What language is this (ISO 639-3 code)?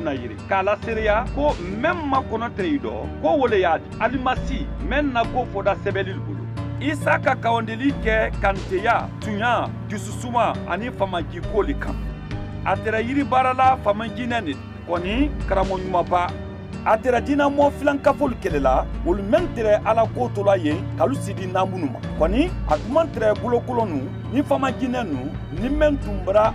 man